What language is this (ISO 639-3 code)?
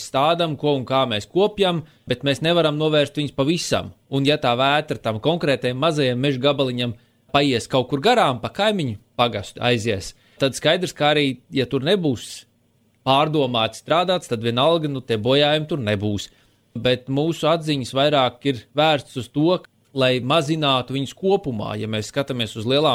lav